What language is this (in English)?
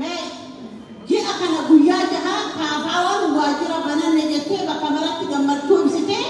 Oromo